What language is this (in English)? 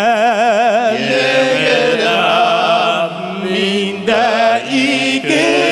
Bashkir